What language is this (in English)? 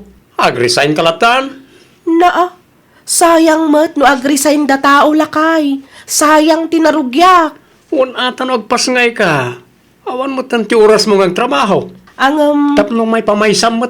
Iloko